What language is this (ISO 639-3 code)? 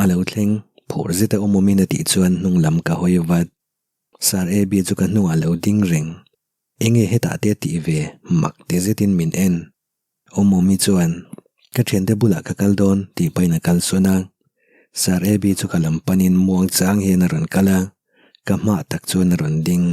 lus